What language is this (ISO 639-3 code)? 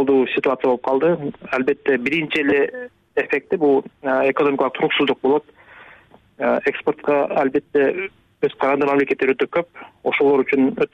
kir